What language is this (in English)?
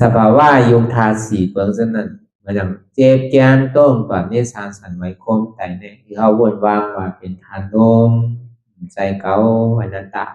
Shan